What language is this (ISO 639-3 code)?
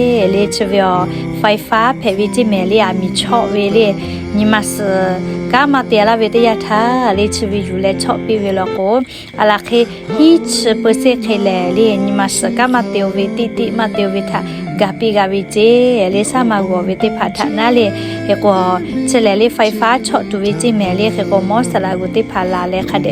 lhu